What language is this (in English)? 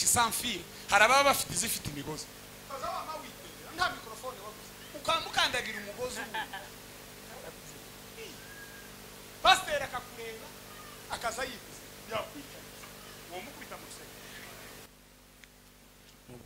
Kinyarwanda